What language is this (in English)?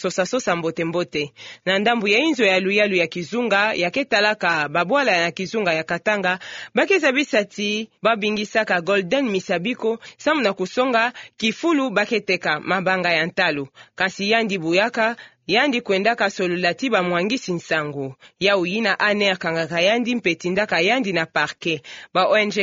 Kituba (Democratic Republic of Congo)